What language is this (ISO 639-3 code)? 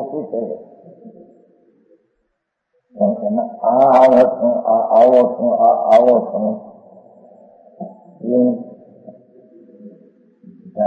guj